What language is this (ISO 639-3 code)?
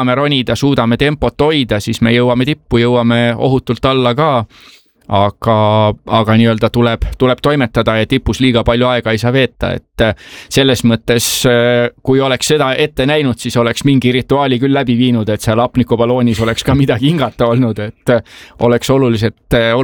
est